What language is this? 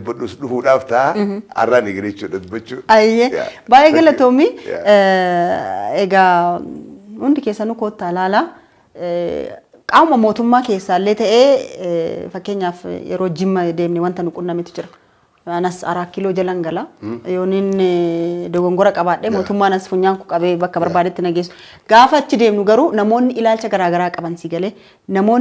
Oromo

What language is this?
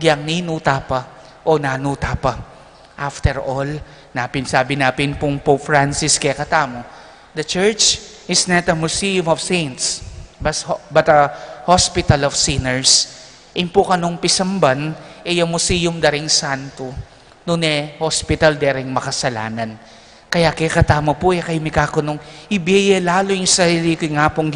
Pampanga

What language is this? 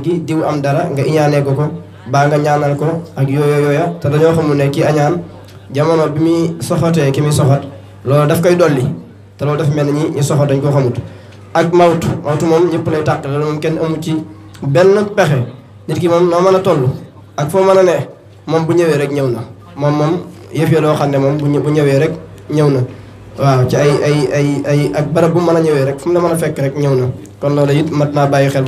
Wolof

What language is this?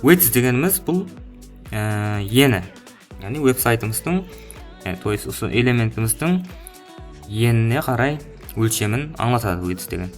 Kara-Kalpak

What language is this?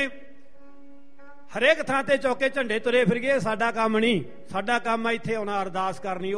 Punjabi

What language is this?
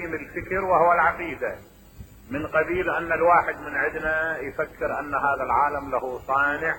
Mesopotamian Arabic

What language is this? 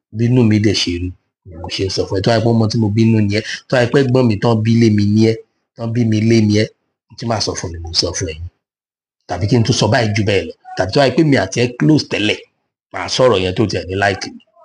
Yoruba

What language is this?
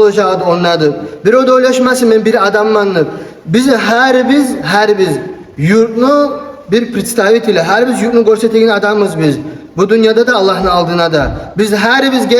Kumyk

